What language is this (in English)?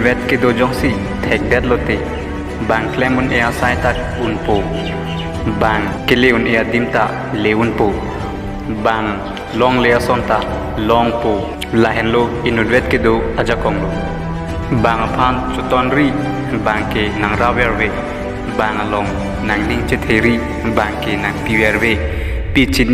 Karbi